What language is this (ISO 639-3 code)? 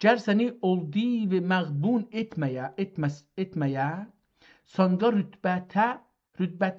azb